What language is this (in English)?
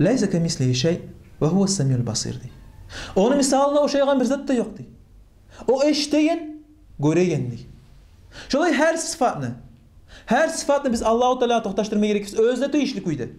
Kumyk